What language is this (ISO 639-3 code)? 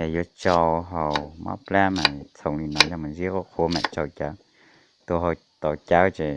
hmn